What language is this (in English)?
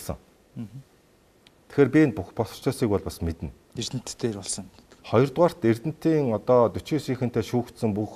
Mongolian